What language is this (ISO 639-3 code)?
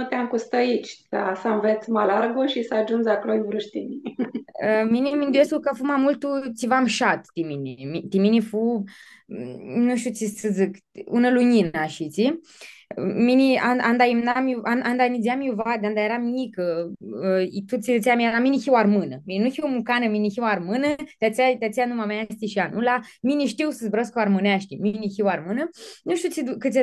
rup